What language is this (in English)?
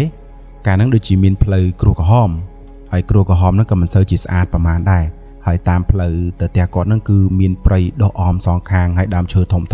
Khmer